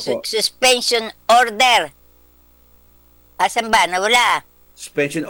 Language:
Filipino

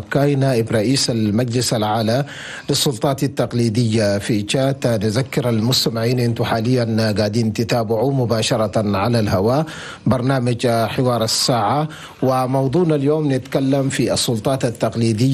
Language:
Chadian Arabic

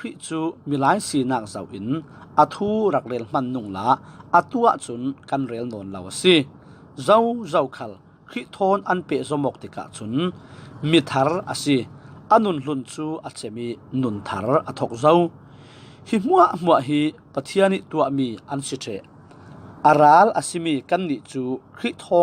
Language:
Falam Chin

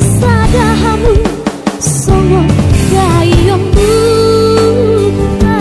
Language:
Batak Toba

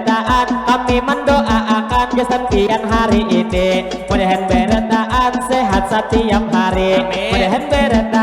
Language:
Banjar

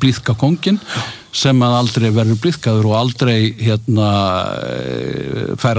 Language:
Icelandic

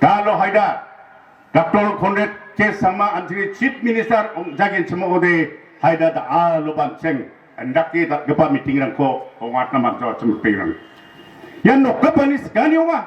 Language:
Garo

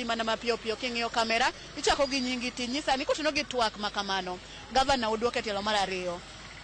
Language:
Luo (Kenya and Tanzania)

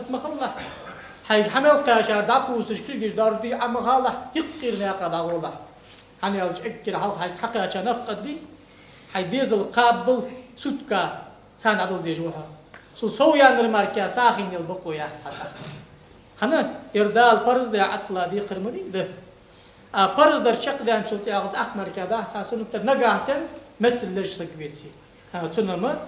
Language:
Ingush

